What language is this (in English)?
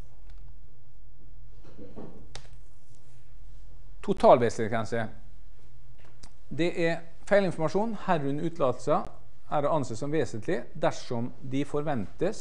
Norwegian